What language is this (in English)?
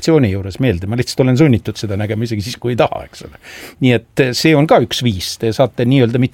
Estonian